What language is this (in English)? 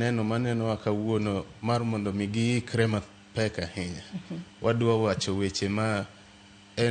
Luo (Kenya and Tanzania)